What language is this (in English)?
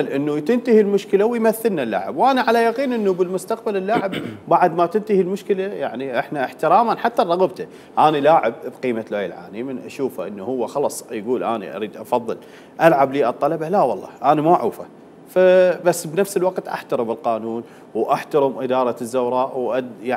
Mesopotamian Arabic